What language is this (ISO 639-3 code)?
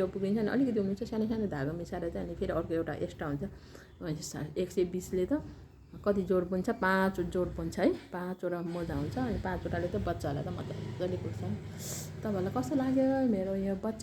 nep